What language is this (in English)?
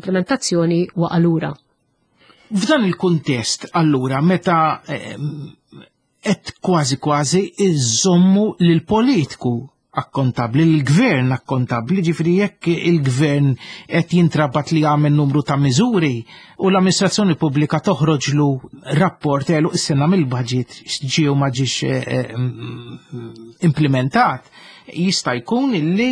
Maltese